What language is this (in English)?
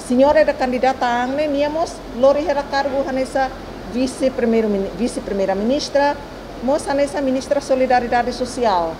Tetum